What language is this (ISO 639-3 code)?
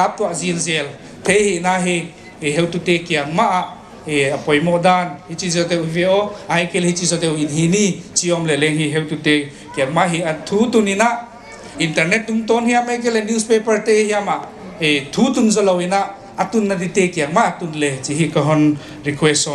pck